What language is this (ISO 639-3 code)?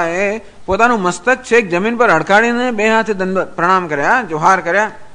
guj